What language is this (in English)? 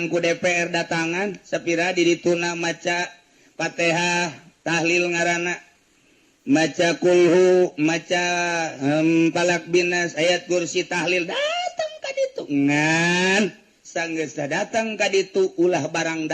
Sundanese